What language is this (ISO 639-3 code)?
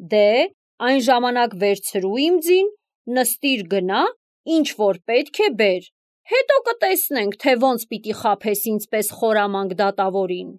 hye